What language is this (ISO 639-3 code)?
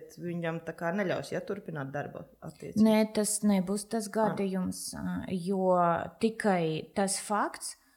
lav